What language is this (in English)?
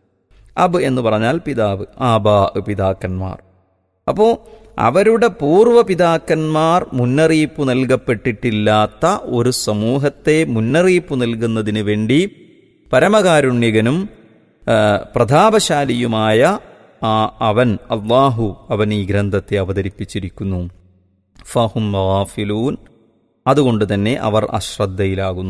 Malayalam